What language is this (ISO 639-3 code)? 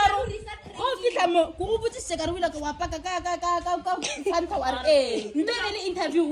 nso